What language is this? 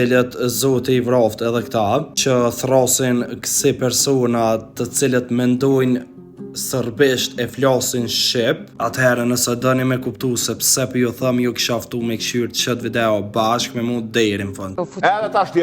Albanian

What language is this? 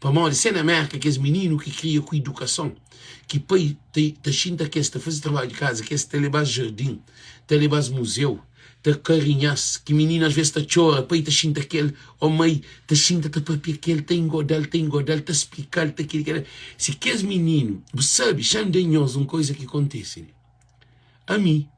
Kabuverdianu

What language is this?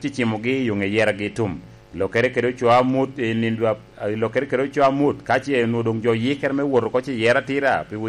Lango (Uganda)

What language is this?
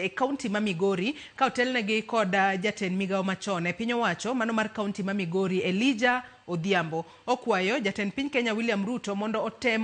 Luo (Kenya and Tanzania)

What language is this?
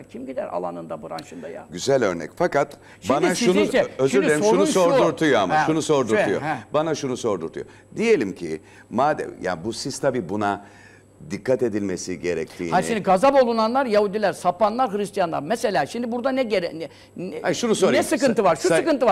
Turkish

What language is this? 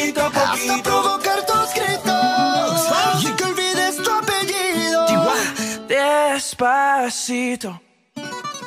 Spanish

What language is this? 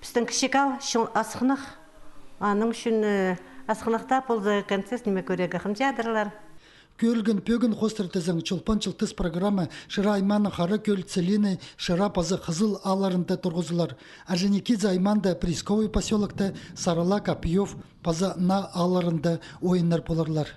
Khakas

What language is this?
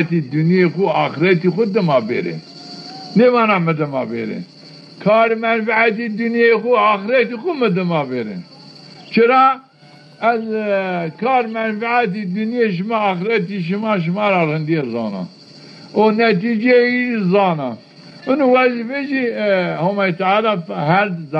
Zaza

